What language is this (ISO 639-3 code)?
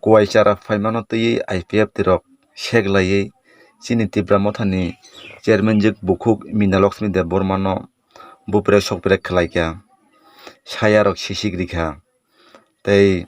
trp